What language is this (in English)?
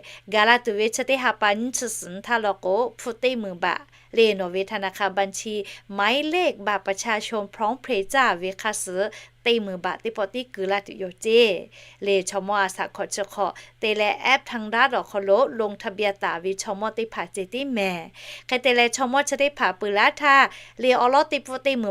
Lahu